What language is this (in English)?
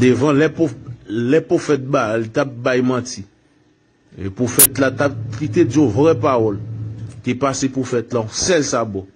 Haitian Creole